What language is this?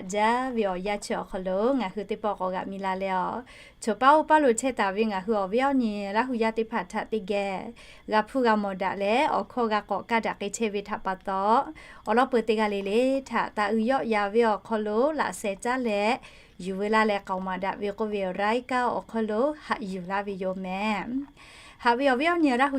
Lahu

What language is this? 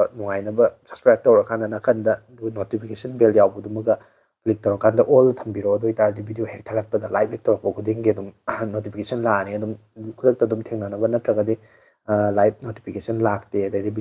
Manipuri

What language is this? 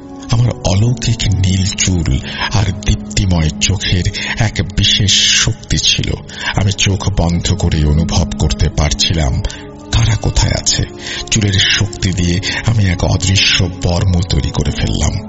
Bangla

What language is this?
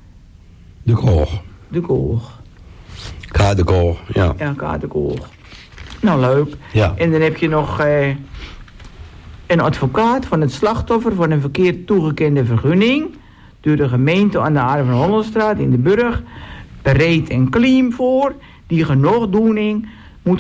Dutch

